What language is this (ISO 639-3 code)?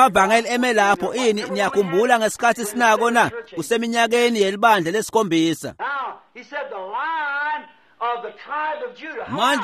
ssw